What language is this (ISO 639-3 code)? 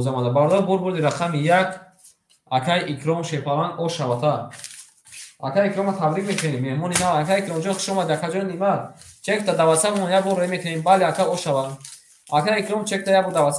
tgk